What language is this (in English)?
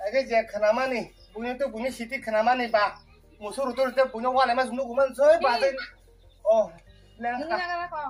Kok Borok